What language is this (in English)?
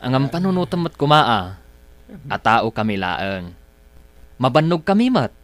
Iloko